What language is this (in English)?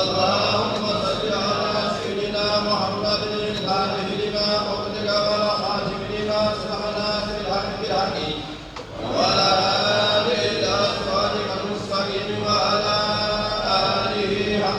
Fula